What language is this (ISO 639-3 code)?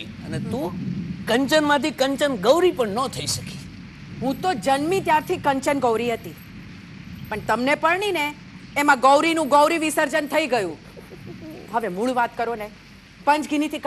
guj